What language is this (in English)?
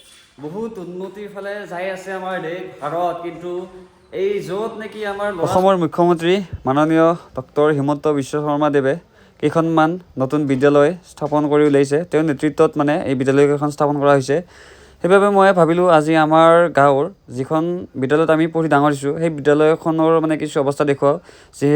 Assamese